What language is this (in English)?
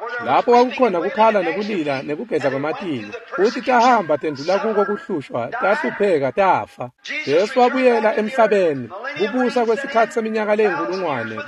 Swati